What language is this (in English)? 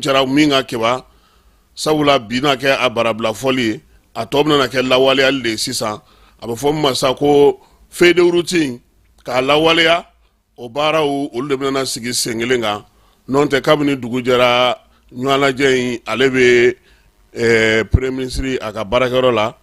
Bambara